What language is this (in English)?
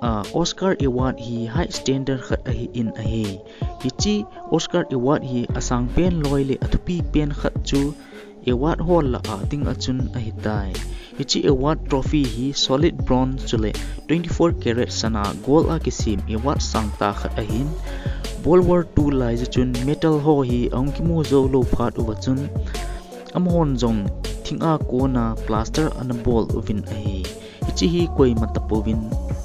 Thado Chin